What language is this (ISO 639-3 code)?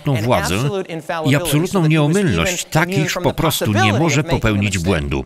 pol